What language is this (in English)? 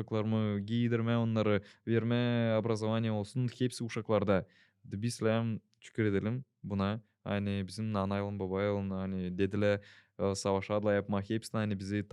Gagauz